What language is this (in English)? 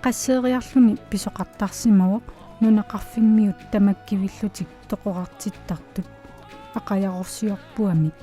Kalaallisut